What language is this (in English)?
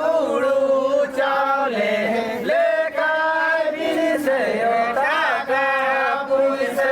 Santali